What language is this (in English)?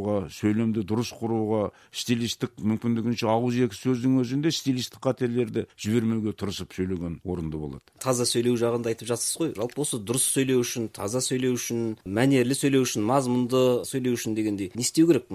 Kazakh